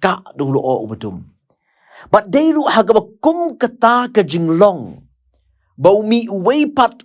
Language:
Khasi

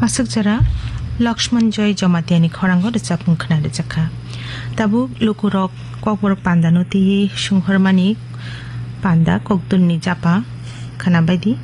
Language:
Kok Borok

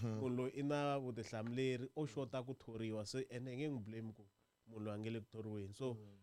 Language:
Tsonga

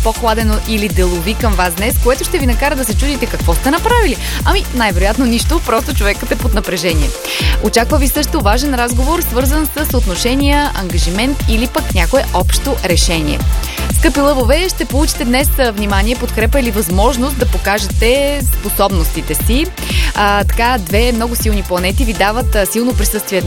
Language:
Bulgarian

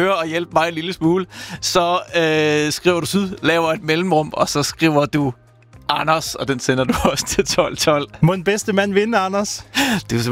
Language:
Danish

